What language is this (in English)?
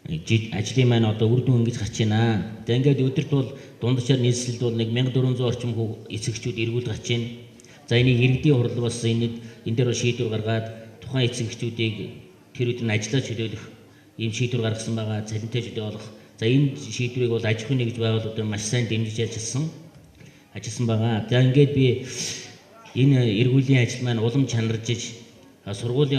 Mongolian